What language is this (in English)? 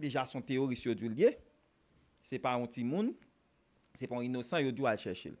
Haitian Creole